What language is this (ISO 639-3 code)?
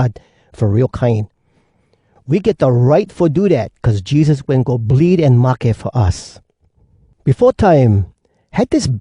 hwc